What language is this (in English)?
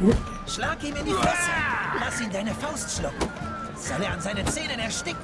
Swiss German